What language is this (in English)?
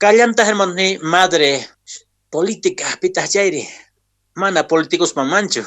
Quechua